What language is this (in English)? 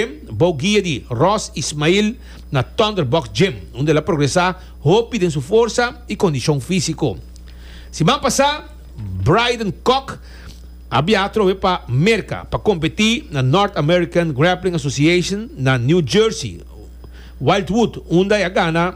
Papiamento